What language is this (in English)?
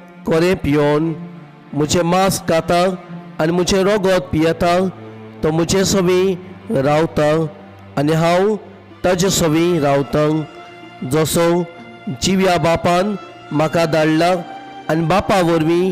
Konkani